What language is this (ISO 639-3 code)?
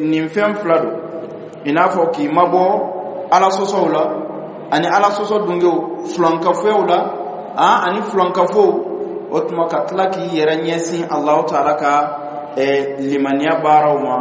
dyu